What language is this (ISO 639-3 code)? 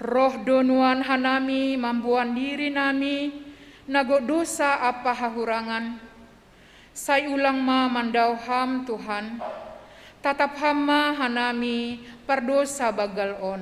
bts